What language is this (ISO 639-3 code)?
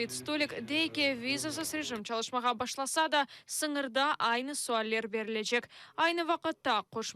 crh